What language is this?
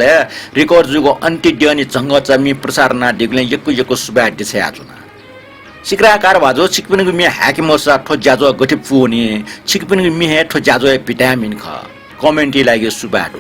Newari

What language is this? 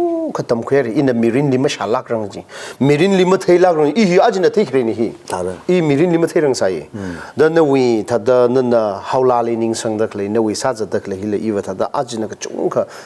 Tangkhul Naga (India)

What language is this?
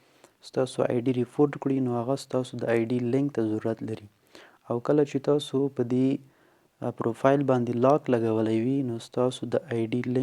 Pashto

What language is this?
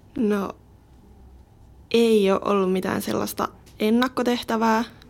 Finnish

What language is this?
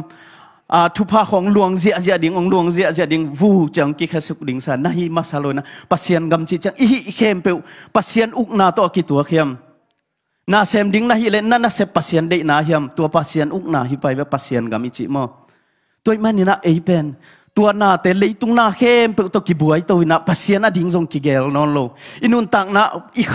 Tedim Chin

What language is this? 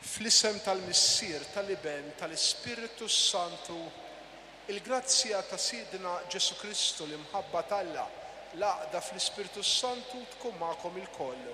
Maltese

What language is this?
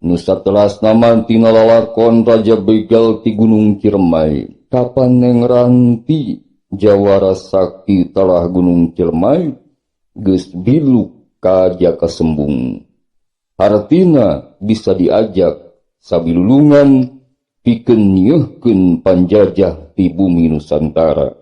Sundanese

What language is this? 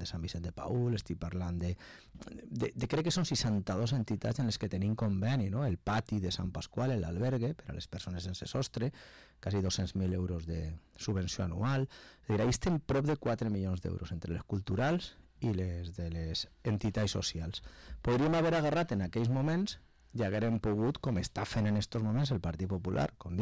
Catalan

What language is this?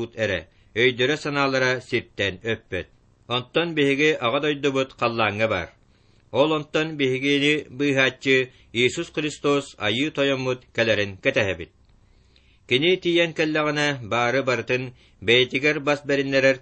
Yakut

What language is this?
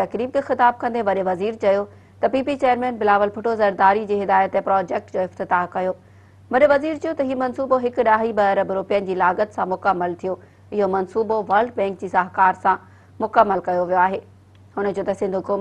Sindhi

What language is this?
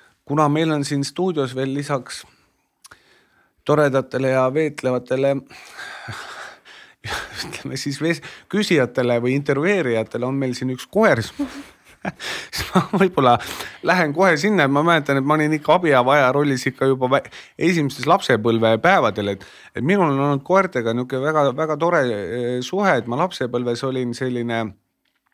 Estonian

